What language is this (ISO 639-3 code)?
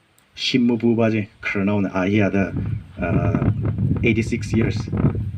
nmf